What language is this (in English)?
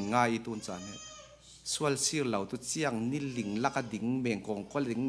Falam Chin